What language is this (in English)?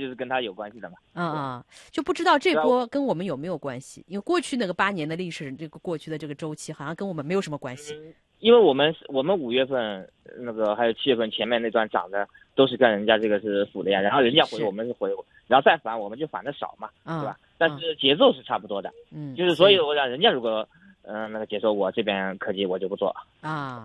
Chinese